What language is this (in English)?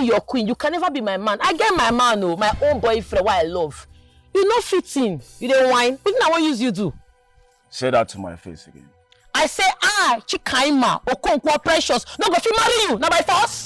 Nigerian Pidgin